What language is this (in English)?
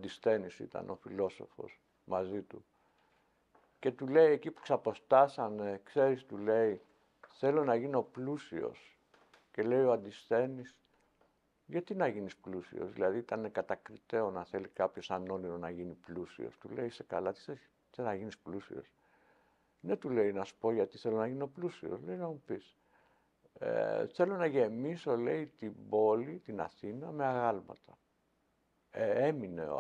Greek